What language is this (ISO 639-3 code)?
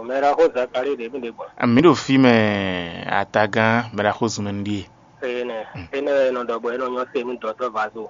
fon